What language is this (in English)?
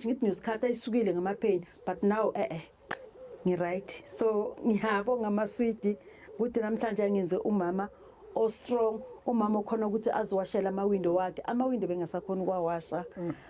Zulu